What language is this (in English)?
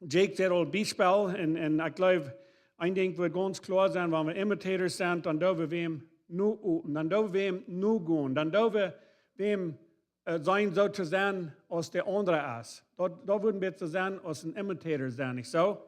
Plautdietsch